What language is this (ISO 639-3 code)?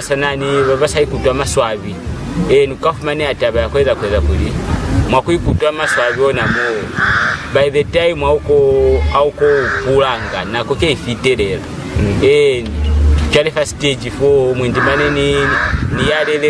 loz